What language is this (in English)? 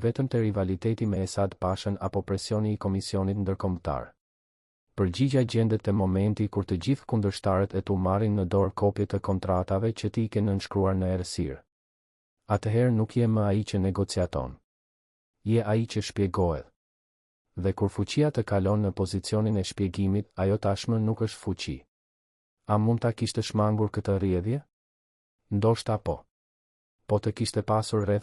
Albanian